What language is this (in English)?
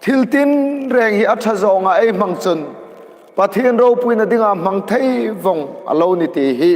Hmar